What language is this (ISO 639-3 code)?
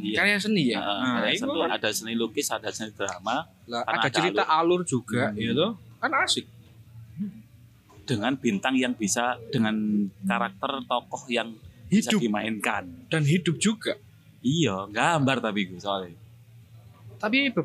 ind